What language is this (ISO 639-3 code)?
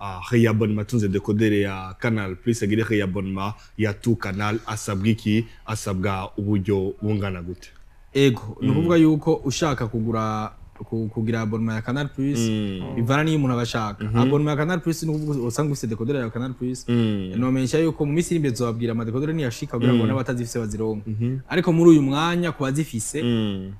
run